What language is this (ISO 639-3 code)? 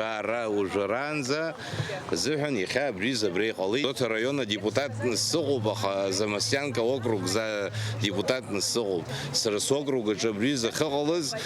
abk